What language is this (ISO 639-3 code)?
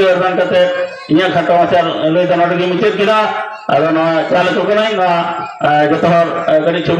sat